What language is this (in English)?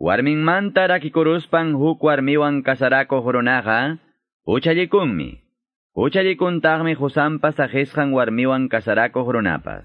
Quechua